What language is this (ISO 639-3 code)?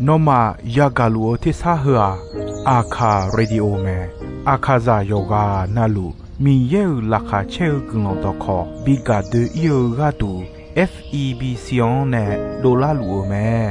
ahk